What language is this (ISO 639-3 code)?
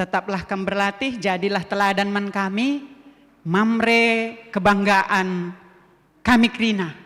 btx